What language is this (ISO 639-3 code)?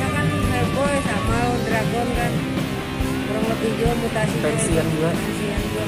bjn